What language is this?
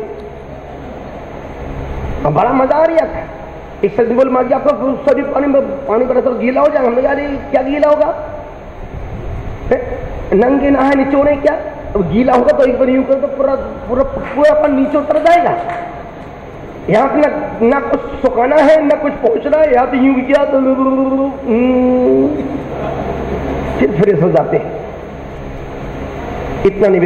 Hindi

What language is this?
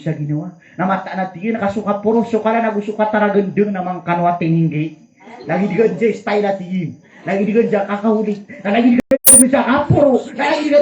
Maranao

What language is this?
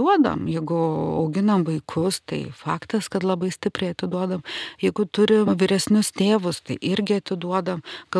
Lithuanian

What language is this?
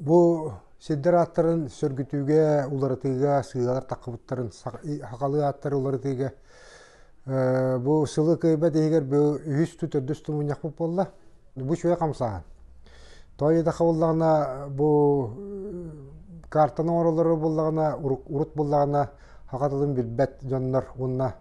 Yakut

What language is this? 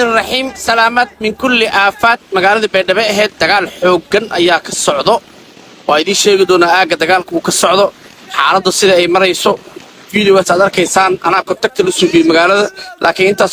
Somali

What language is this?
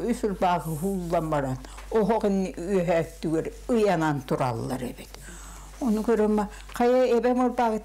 Yakut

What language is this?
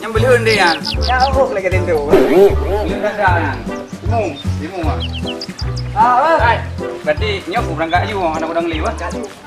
Achinese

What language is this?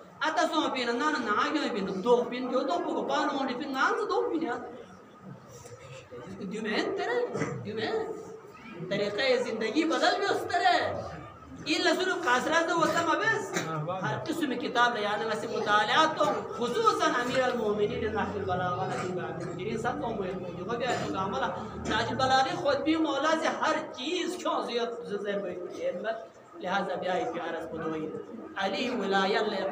Urdu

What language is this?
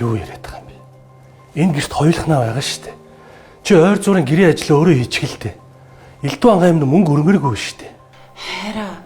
Mongolian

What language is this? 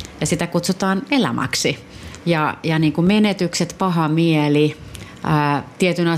Finnish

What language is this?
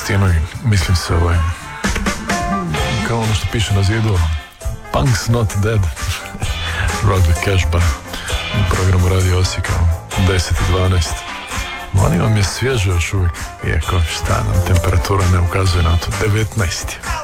Croatian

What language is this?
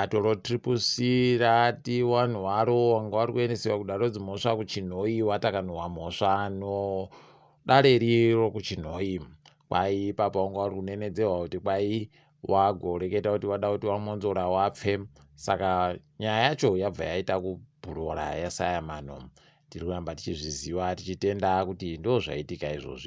Ndau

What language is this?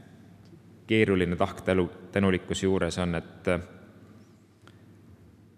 Estonian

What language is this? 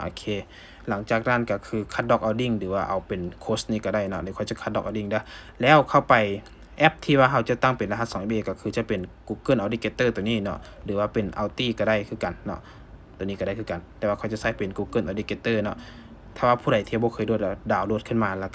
Lao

